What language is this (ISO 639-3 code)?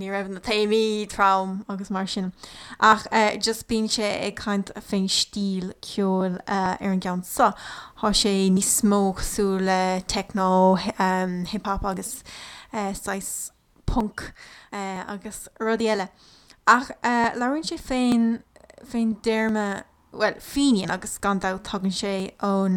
gle